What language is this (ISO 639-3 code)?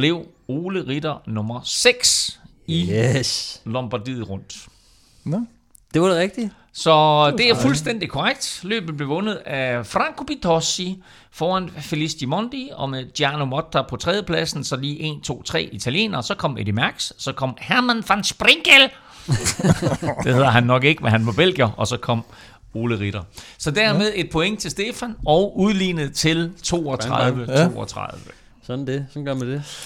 dan